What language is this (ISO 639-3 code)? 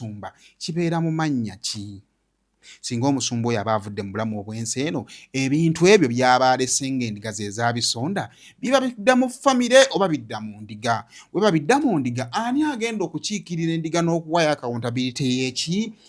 lug